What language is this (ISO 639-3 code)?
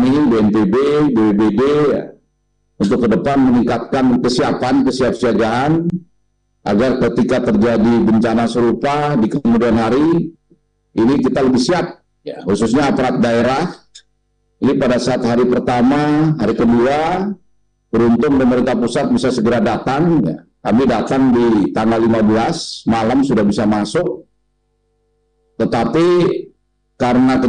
ind